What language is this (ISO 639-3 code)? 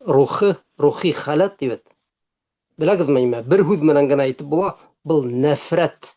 bak